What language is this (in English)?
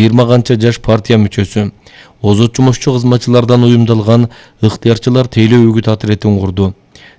Kyrgyz